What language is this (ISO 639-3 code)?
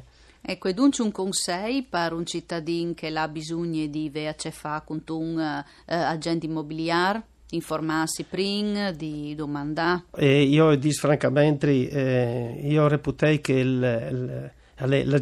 fur